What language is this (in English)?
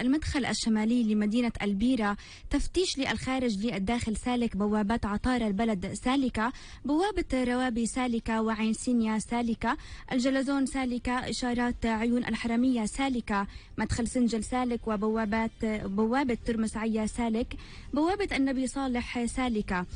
North Levantine Arabic